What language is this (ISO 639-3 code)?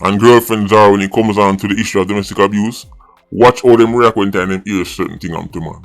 jam